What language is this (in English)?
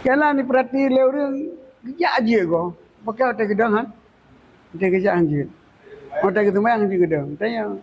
Achinese